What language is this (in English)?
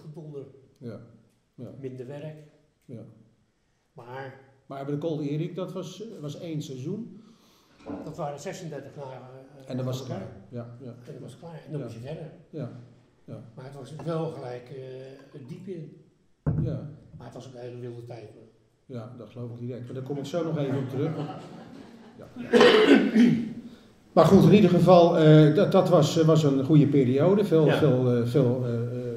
Dutch